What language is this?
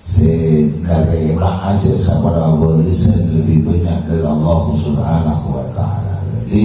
Madurese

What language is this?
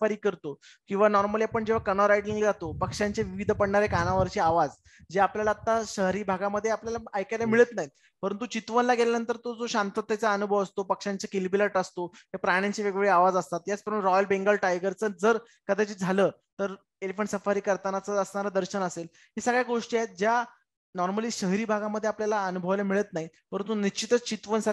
Marathi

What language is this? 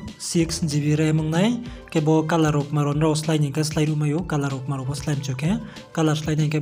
Riang (India)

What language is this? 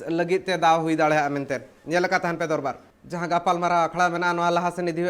Santali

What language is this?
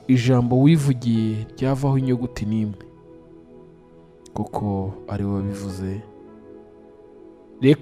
Kinyarwanda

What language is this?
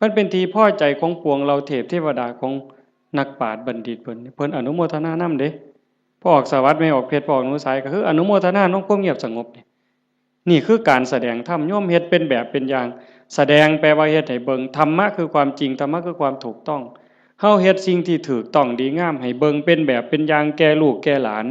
Northeastern Thai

